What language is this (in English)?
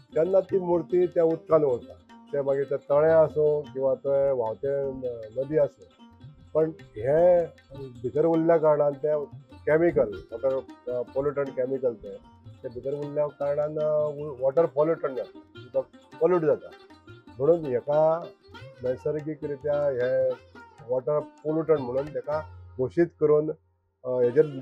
Konkani